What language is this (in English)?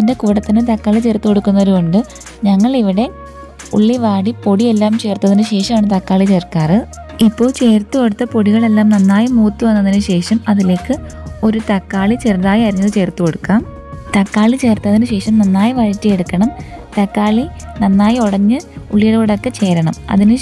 Malayalam